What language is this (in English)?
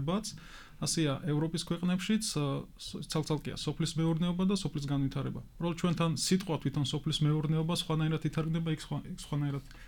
Georgian